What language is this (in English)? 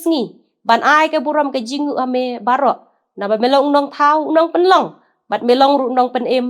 Khasi